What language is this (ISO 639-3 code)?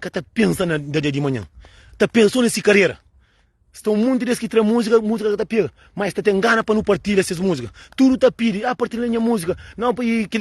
kea